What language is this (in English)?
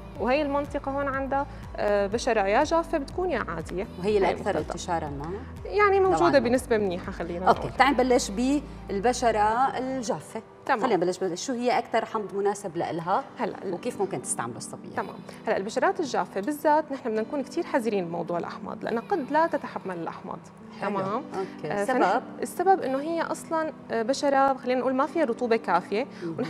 North Levantine Arabic